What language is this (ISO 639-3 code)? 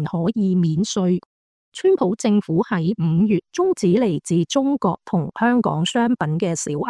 yue